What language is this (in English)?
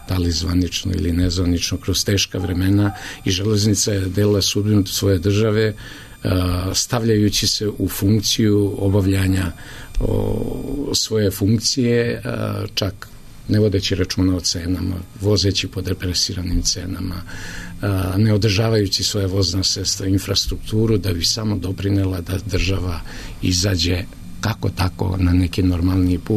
Serbian